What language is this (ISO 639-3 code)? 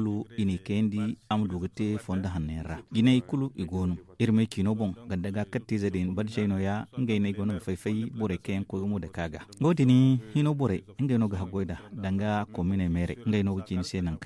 dje